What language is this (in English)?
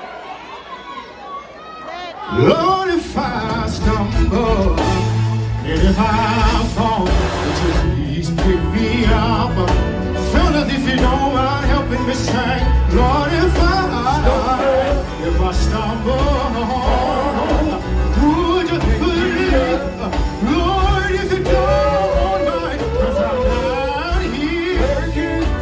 English